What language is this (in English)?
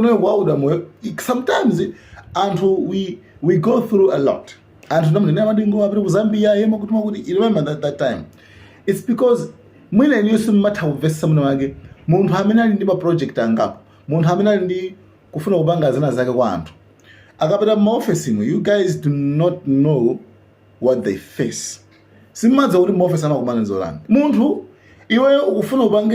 Nyanja